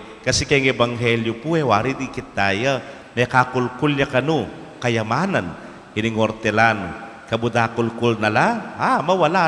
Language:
Pampanga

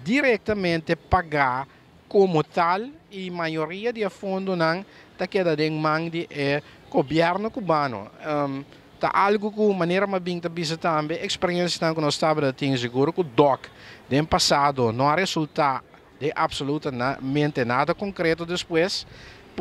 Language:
Papiamento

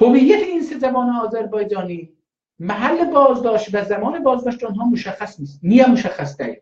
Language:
South Azerbaijani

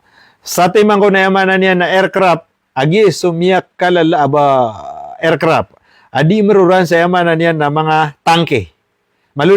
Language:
Maranao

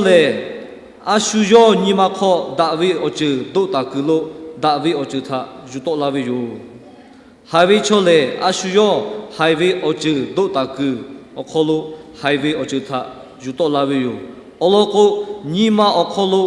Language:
Lahu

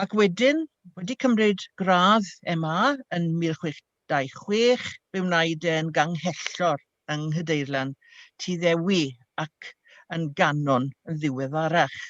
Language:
Welsh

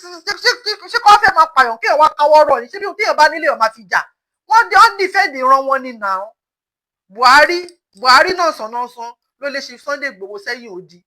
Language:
Yoruba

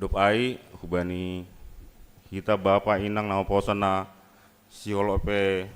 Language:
Batak Simalungun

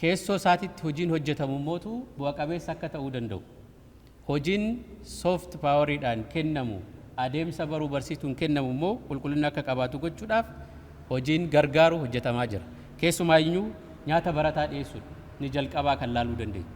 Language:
Oromo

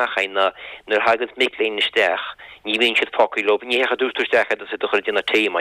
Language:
Irish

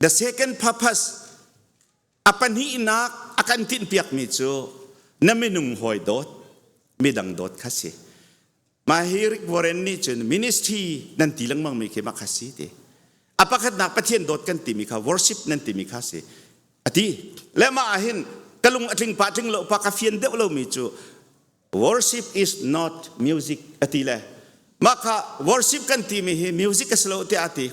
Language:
Hakha Chin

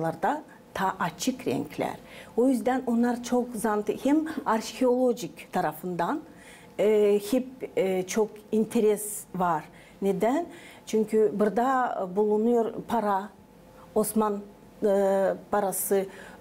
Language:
Gagauz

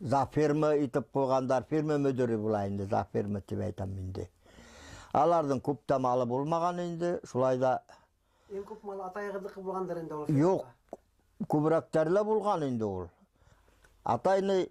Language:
Bashkir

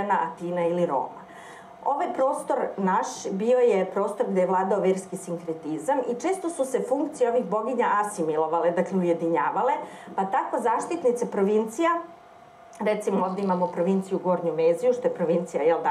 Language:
Serbian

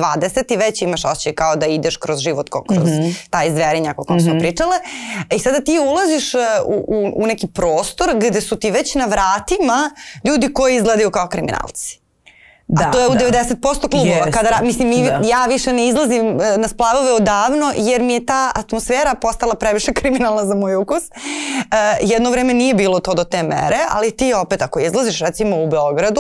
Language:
Serbian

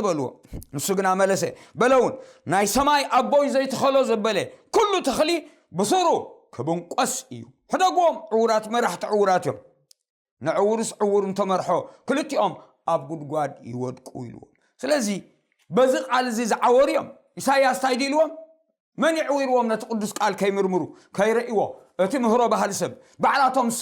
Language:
Tigrinya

